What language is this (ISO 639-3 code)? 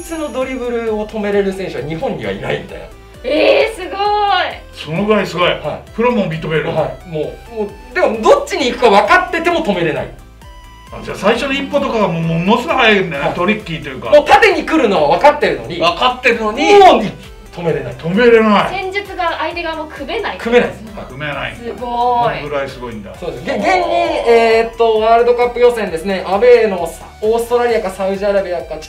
jpn